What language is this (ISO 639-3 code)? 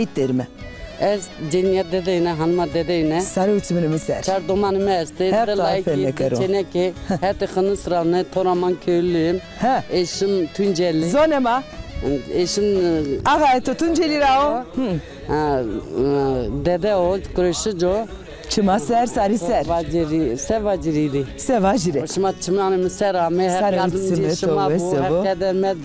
zza